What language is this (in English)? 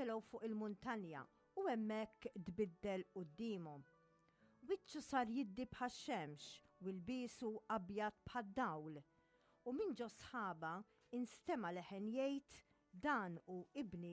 Maltese